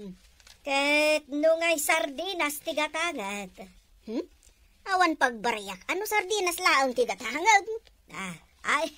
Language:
Iloko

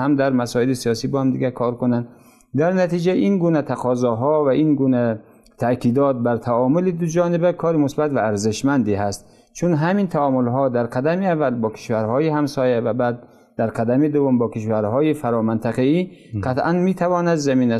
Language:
Persian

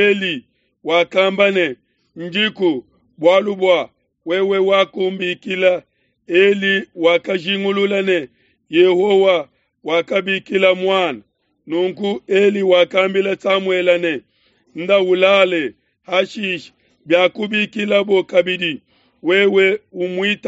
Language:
Luba-Lulua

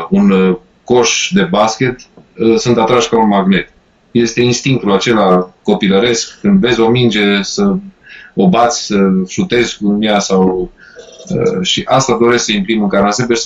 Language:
Romanian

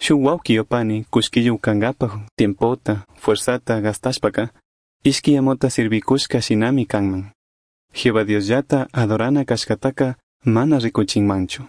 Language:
Chimborazo Highland Quichua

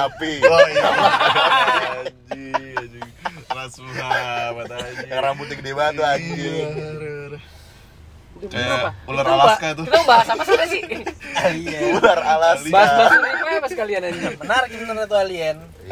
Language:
Indonesian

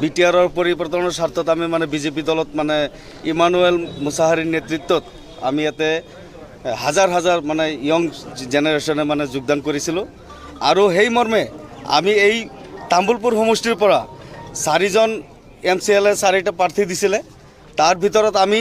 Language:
Assamese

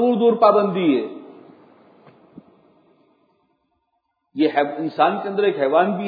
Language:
Urdu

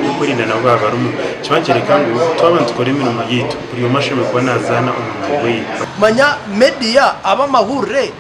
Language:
Nyankole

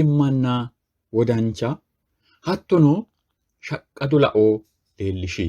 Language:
Sidamo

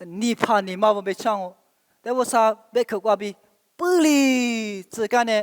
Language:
Lisu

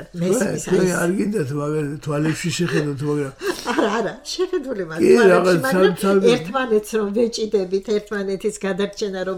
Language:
Georgian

